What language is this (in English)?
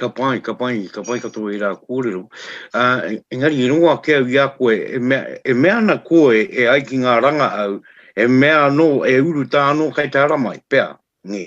Māori